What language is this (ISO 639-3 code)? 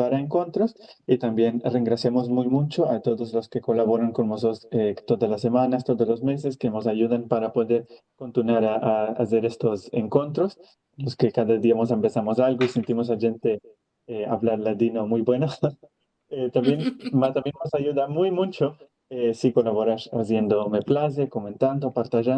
lad